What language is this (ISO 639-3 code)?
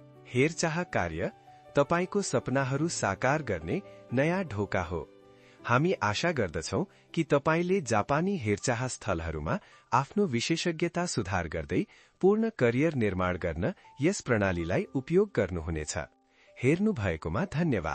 nep